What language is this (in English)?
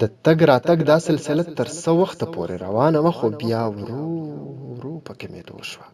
Pashto